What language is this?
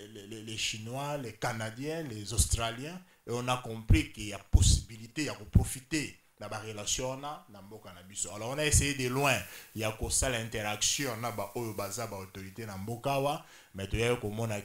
French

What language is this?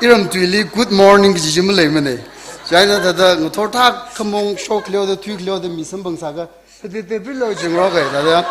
Tangkhul Naga (India)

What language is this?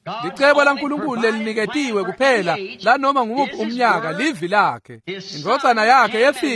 Swati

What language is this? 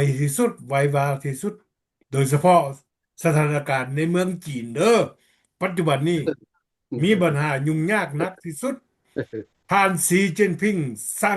Lao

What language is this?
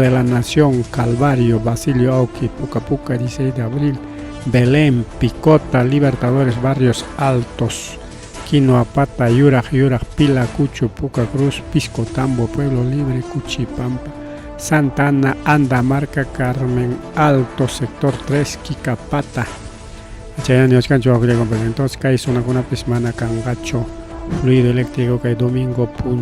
Ayacucho Quechua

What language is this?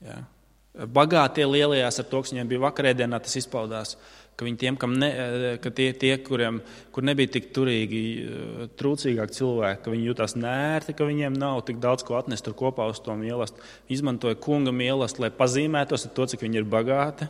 Latvian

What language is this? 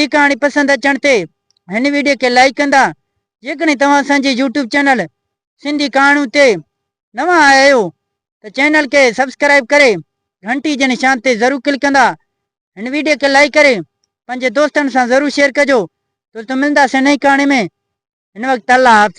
Sindhi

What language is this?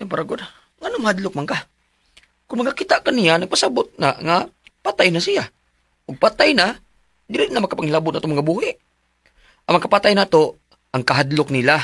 Cebuano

